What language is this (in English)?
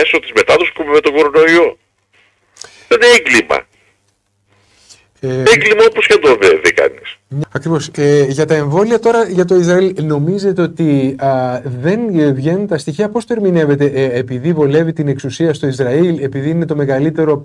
Greek